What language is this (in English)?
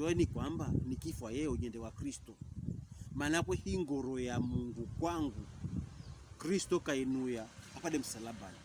Pokomo